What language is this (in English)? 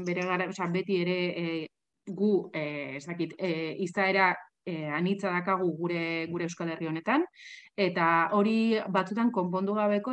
Basque